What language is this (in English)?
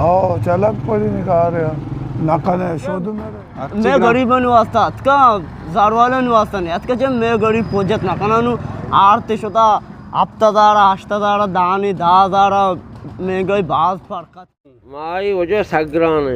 Eastern Balochi